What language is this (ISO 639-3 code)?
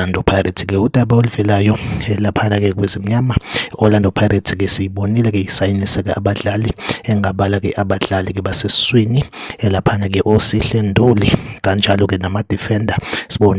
zul